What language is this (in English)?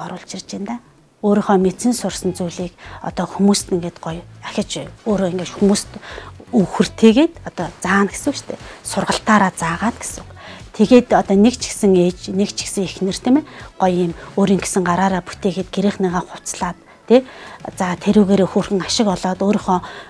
Mongolian